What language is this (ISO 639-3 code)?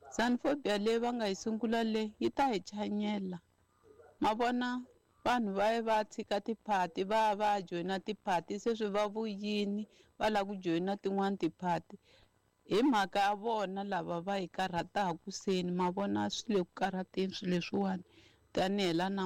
tso